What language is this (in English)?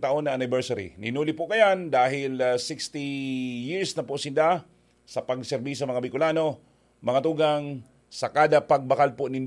Bikol